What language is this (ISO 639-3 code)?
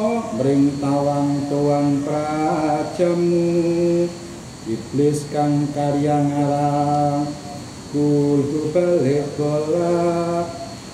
jav